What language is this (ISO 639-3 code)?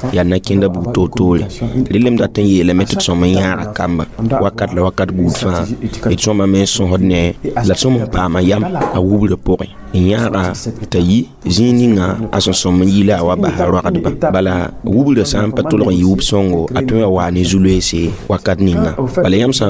mos